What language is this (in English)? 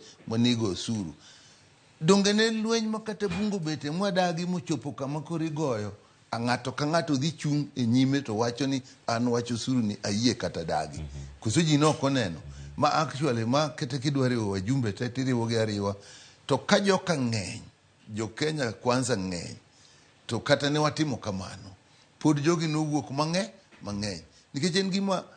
Luo (Kenya and Tanzania)